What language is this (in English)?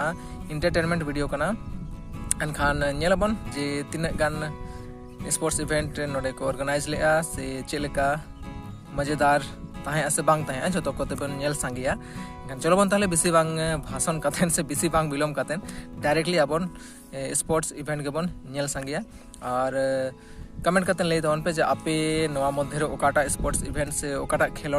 Santali